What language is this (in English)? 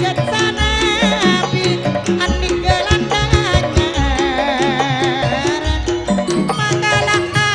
Madurese